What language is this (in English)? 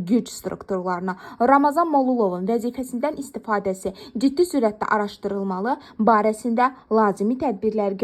Azerbaijani